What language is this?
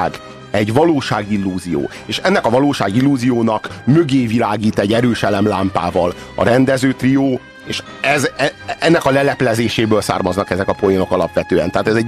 Hungarian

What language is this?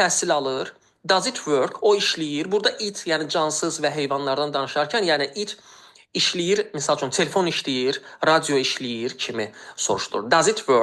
Azerbaijani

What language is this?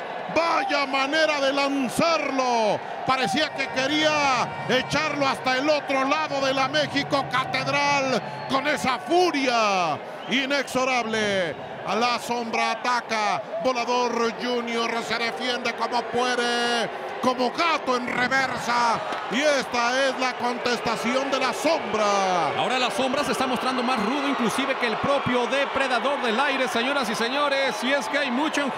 Spanish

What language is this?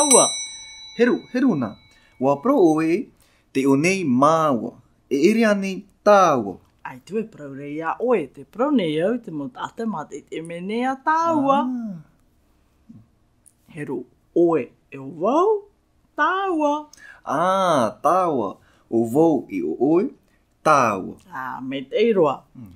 Tahitian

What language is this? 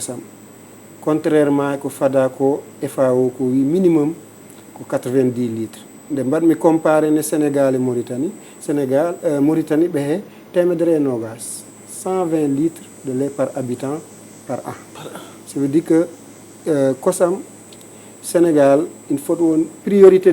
Fula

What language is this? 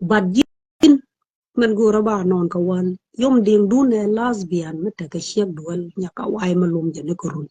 Nuer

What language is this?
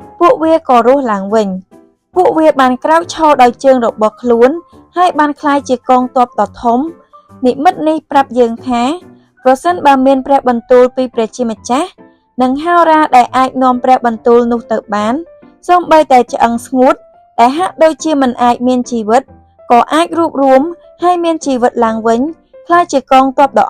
Khmer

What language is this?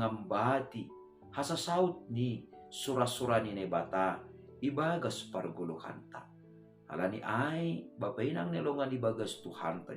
Batak Simalungun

